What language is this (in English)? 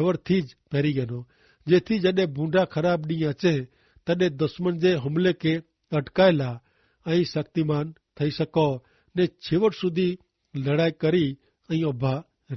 Kachhi